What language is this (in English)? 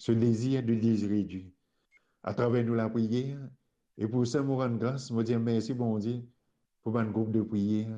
Morisyen